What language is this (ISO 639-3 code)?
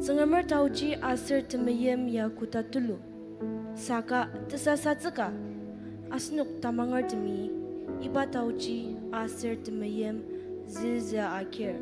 njo